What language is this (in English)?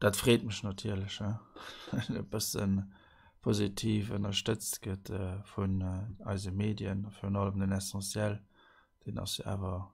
Luxembourgish